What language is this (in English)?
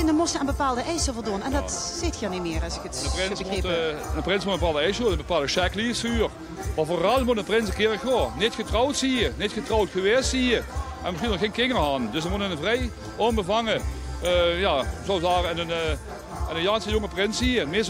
Limburgish